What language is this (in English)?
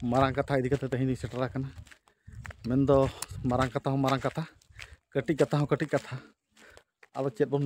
Santali